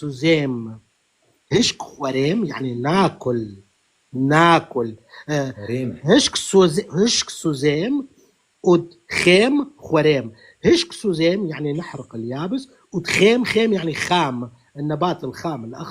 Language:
North Levantine Arabic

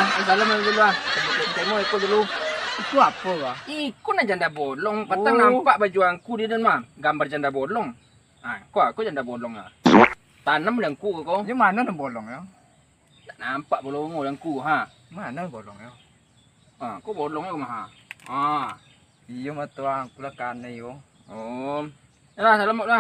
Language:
Minangkabau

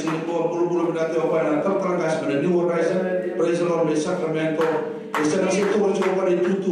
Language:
Fijian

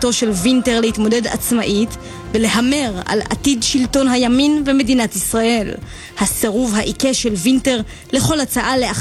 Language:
Hebrew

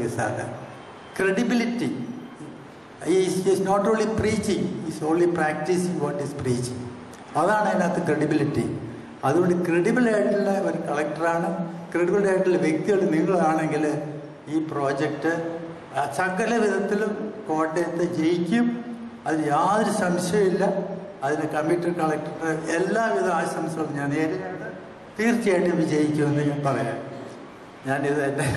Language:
Malayalam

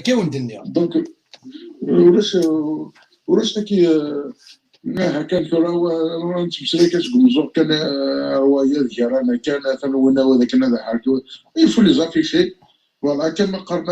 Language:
Kabyle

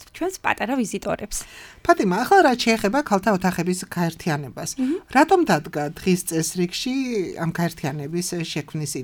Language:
Georgian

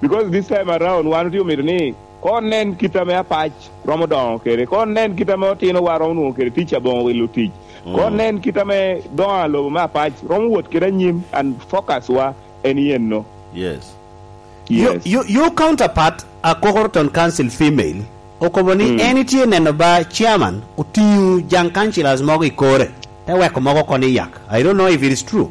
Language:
Lango (Uganda)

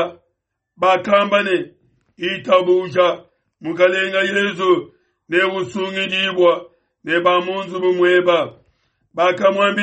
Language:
Luba-Lulua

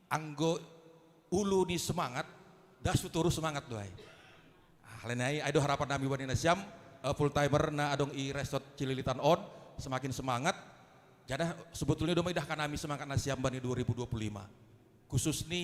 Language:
Batak Simalungun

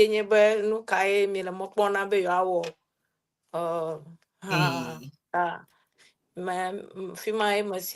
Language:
Ewe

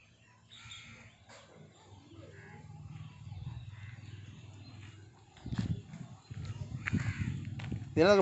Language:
Malayalam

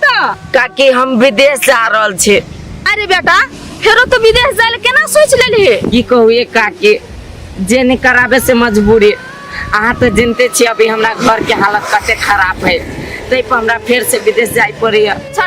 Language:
Maithili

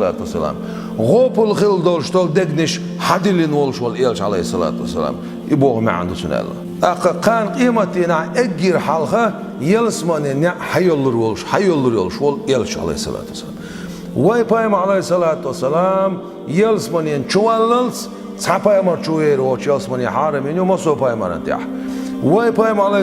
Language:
Chechen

